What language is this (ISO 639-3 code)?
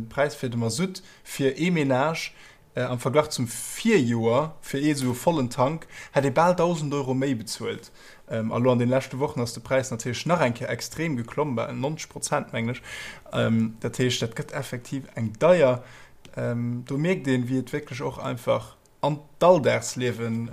ltz